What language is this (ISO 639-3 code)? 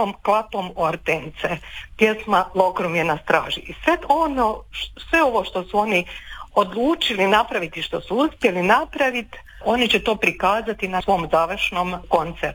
hrv